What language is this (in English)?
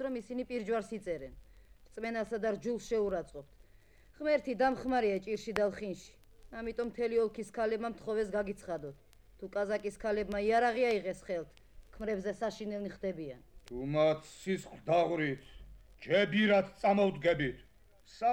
Georgian